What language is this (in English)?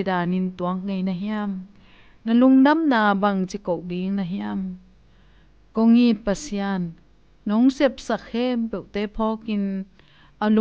Tedim Chin